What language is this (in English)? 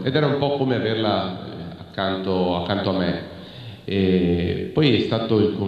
Italian